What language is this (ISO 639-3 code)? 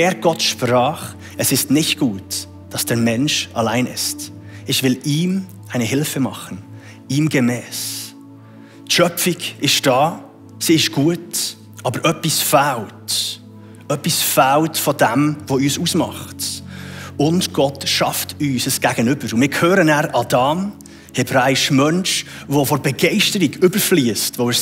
gsw